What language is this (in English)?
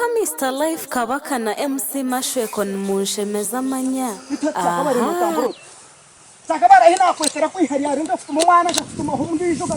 Nyankole